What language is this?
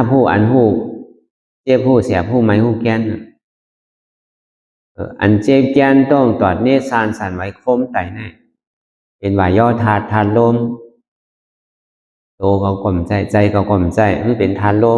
Shan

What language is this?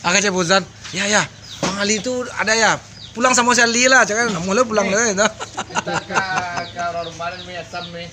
Minangkabau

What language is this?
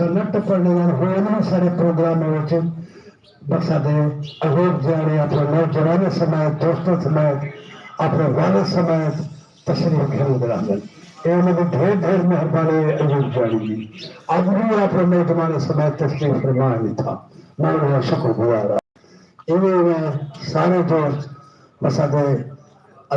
Saraiki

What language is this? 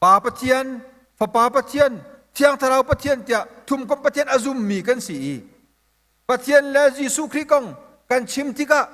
Hakha Chin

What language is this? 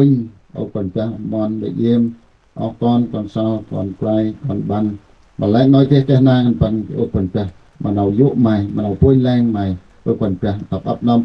Central Mnong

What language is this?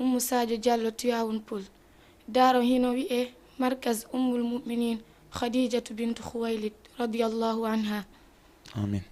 Fula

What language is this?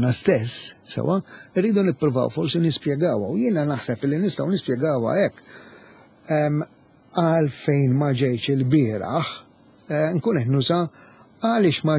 Maltese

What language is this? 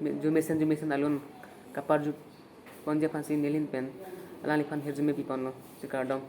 Karbi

